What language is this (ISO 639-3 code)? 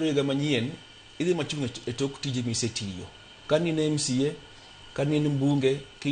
luo